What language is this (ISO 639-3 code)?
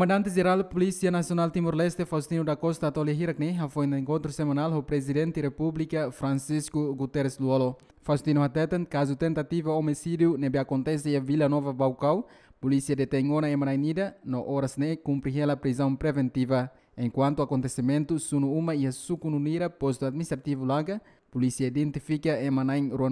tet